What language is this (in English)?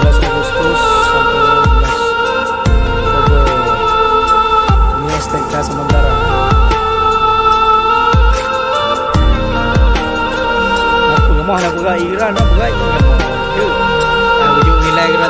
Malay